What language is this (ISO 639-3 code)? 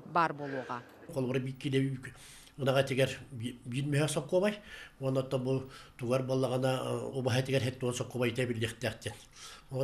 sah